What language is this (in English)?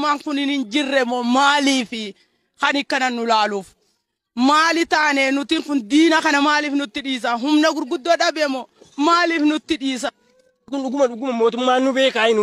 Oromo